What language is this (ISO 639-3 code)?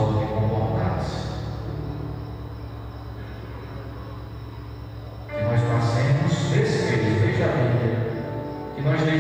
por